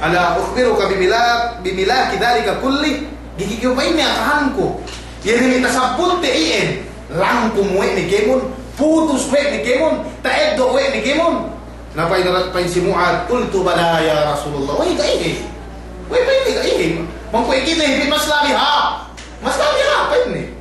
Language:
Yakan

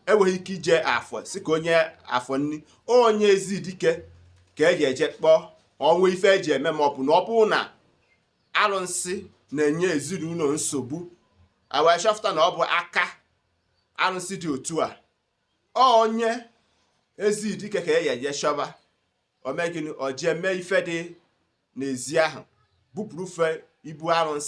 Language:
Igbo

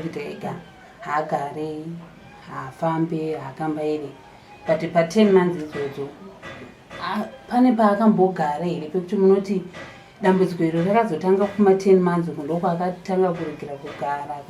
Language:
Shona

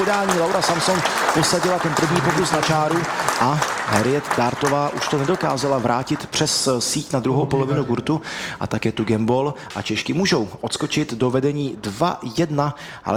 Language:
Czech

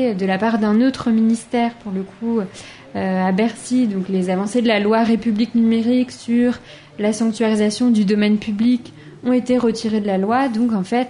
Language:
French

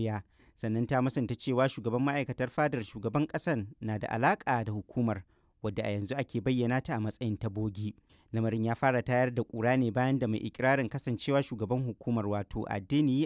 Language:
Hausa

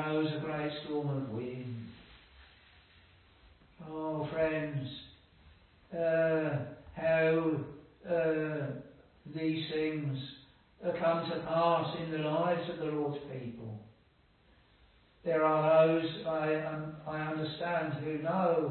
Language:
English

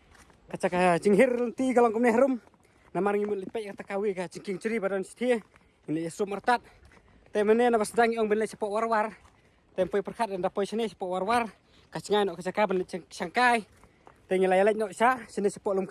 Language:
Khasi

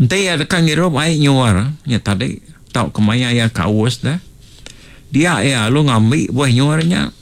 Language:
Iban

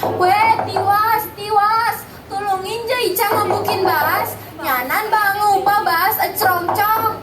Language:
Balinese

